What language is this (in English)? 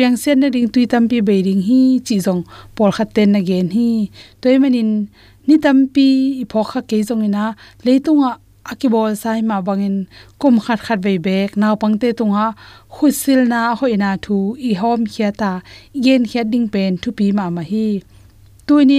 Tedim Chin